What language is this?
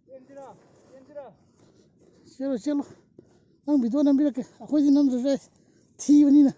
Manipuri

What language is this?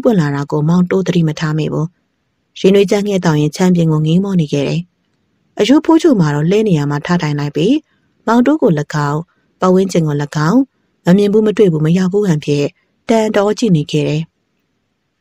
Burmese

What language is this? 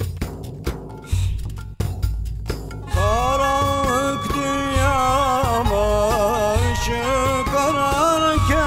Turkish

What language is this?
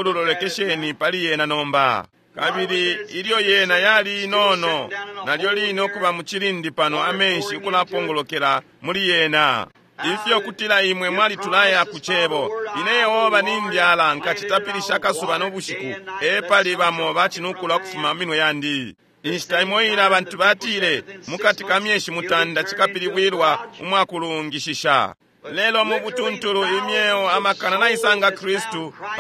Bemba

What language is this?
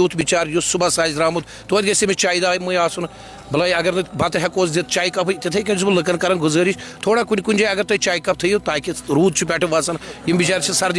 Kashmiri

